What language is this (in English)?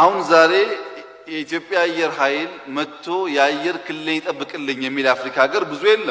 Amharic